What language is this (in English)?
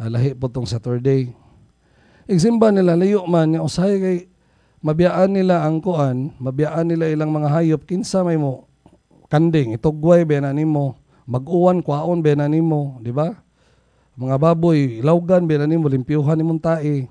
Cebuano